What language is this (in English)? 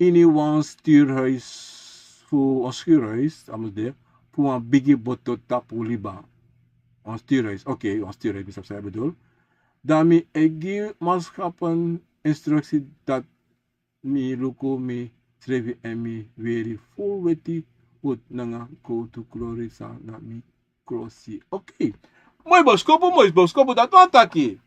Sranan Tongo